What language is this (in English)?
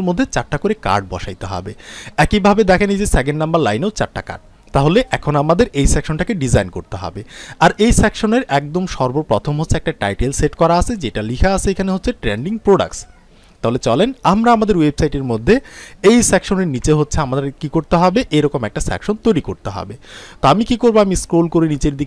Bangla